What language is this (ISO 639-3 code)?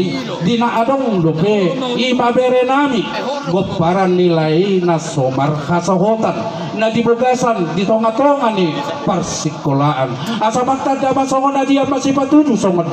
bbc